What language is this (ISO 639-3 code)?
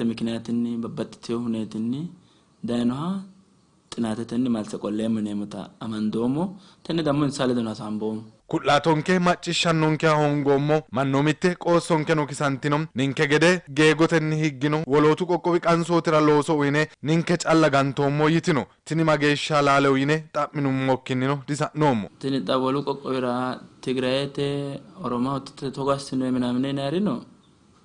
sid